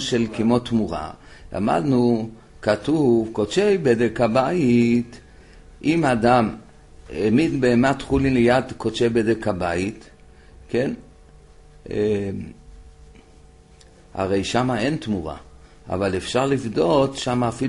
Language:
Hebrew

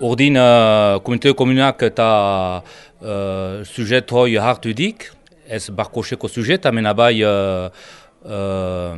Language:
Basque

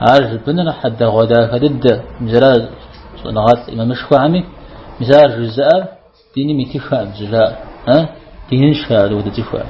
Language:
Kabardian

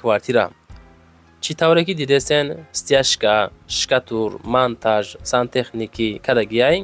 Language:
Tajik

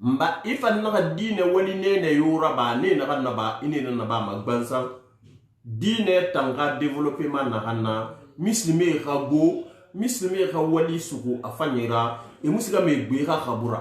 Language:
Susu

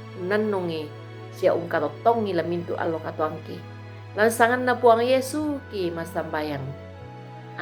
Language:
Toraja-Sa'dan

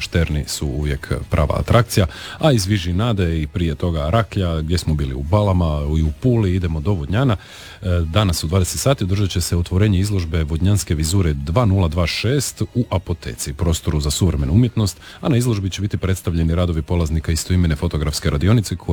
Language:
Croatian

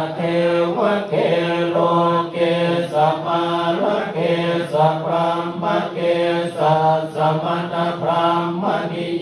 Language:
Pali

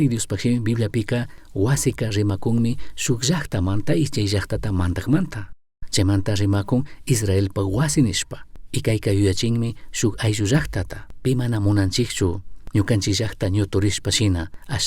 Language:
Chimborazo Highland Quichua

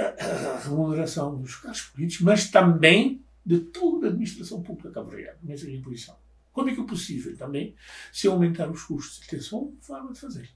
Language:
Kabuverdianu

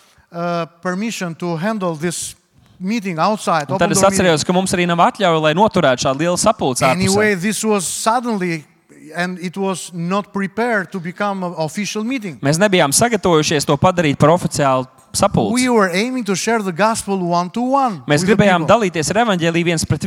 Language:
Latvian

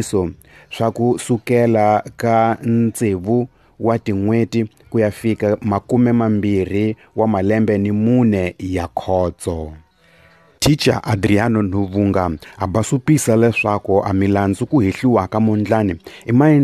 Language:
Tsonga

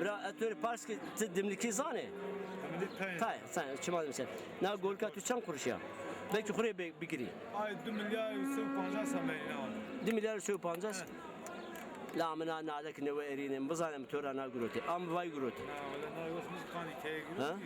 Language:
Zaza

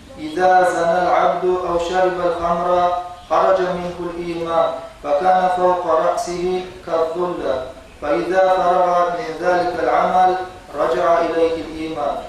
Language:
Kumyk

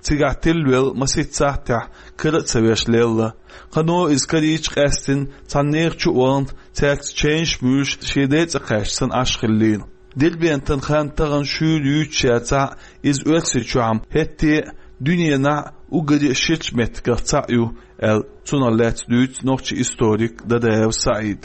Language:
Chechen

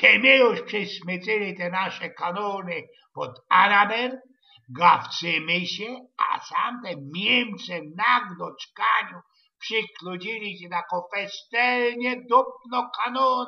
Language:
Silesian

